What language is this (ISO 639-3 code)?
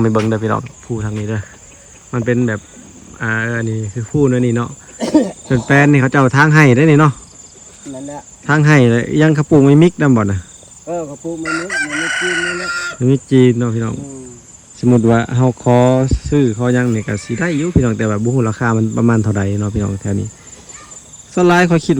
lao